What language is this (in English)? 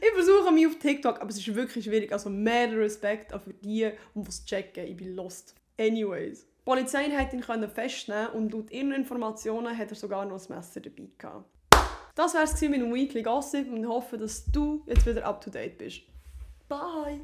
Swiss German